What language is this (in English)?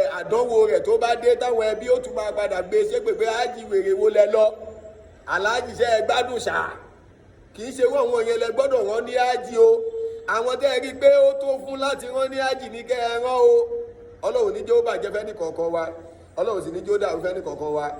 Yoruba